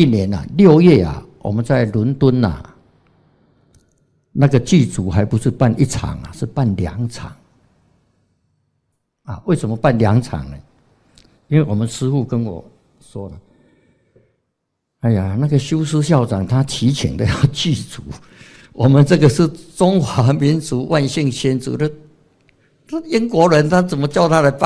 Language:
Chinese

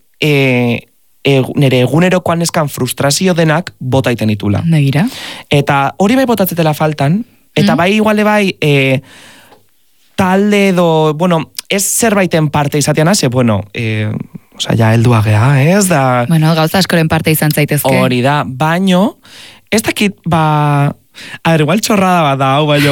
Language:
Basque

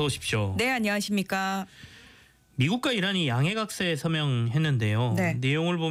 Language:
Korean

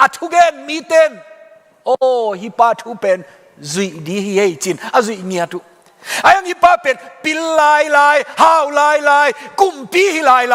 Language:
Tedim Chin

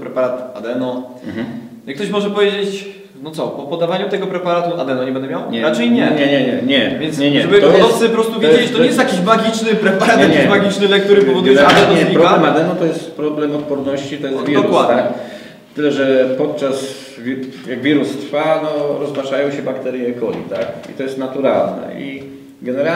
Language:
Polish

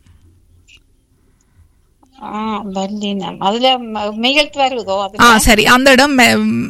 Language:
Tamil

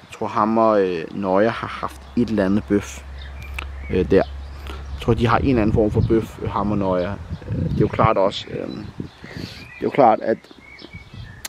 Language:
Danish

